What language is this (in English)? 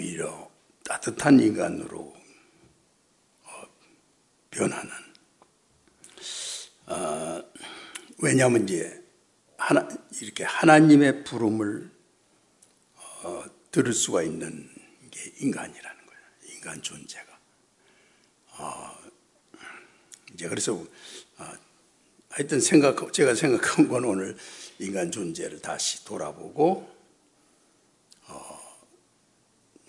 Korean